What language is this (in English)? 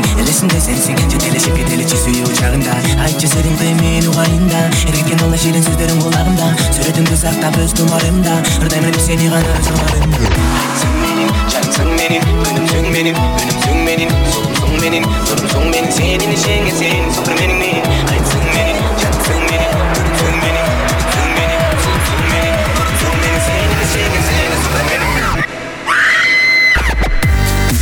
Kazakh